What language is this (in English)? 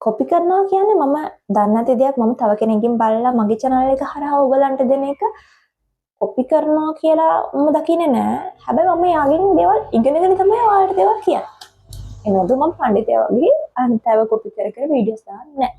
Sinhala